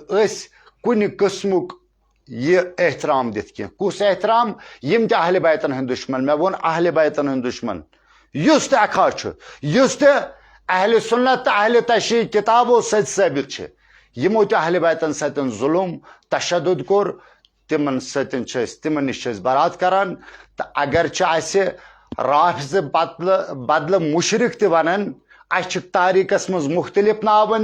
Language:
Kashmiri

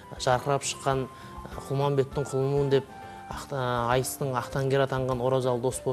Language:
Kazakh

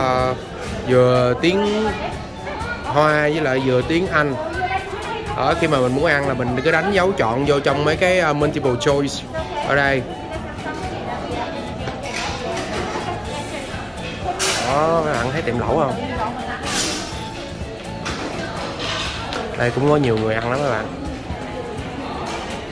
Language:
Vietnamese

